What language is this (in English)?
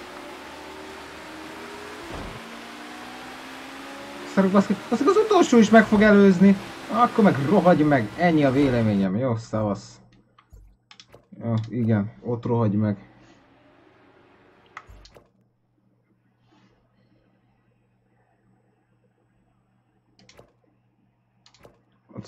Hungarian